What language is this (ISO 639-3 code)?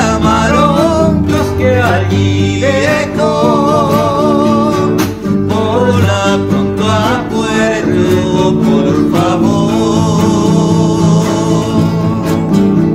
spa